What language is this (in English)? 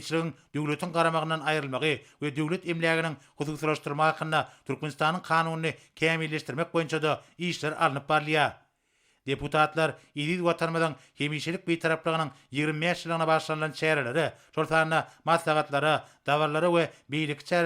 Turkmen